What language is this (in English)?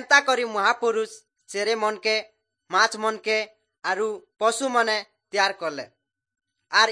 Odia